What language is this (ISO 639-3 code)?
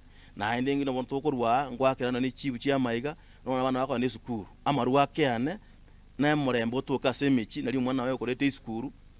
guz